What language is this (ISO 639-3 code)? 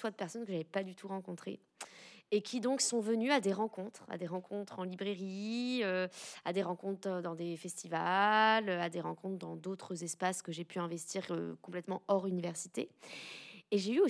fra